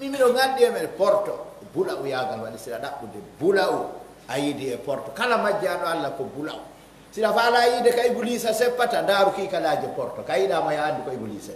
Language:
Pular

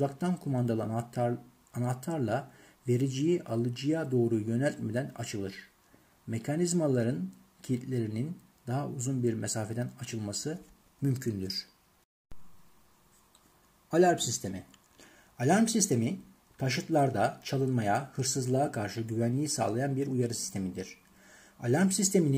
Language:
Turkish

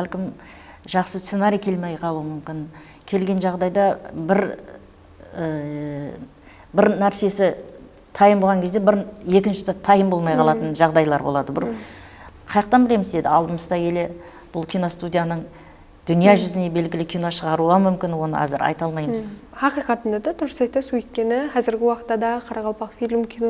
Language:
Kara-Kalpak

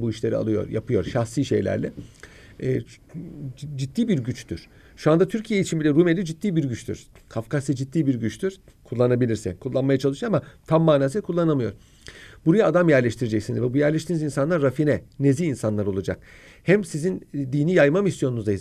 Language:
Turkish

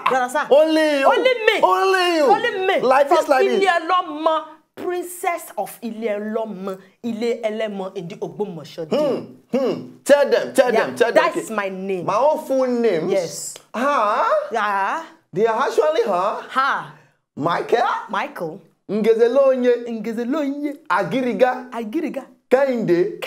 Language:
Nigerian Pidgin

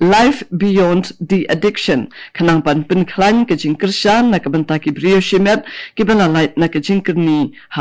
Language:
Khasi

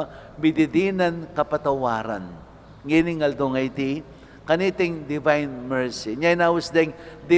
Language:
Pampanga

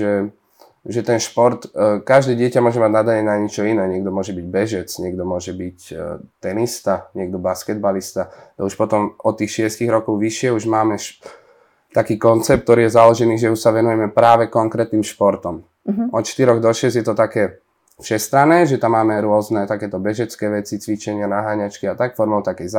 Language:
Slovak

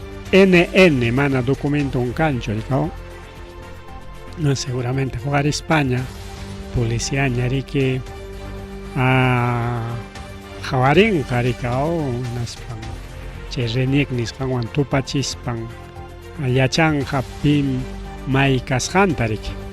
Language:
Ayacucho Quechua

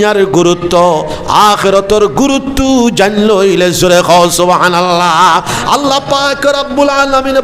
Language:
Sylheti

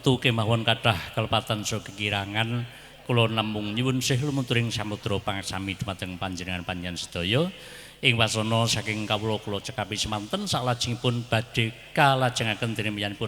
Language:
Javanese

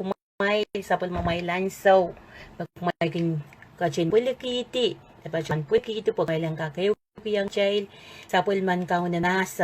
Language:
Pohnpeian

